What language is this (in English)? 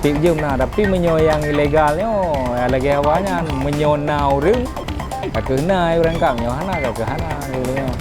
Achinese